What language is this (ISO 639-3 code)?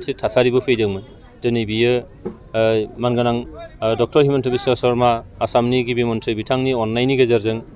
brx